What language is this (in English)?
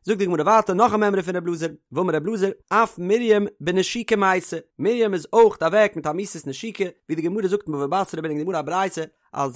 Yiddish